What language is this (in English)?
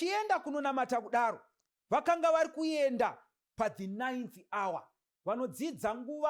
Shona